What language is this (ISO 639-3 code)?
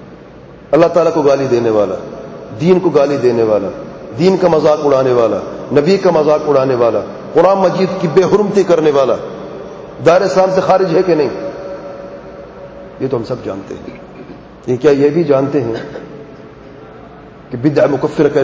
urd